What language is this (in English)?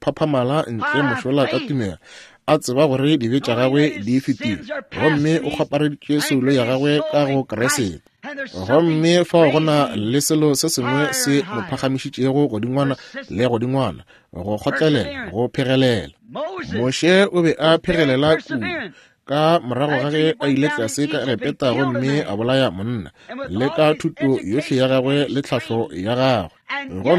Northern Sotho